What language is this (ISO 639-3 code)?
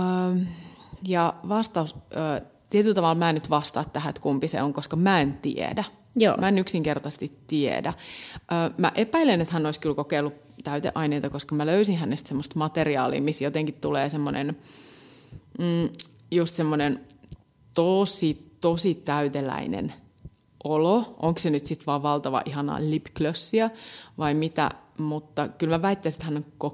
fin